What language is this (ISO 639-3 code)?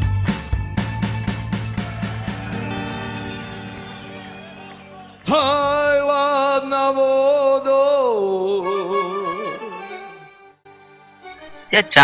hrv